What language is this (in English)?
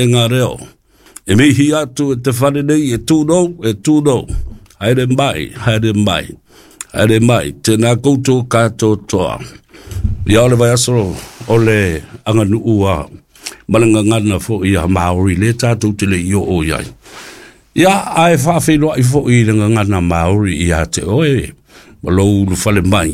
Samoan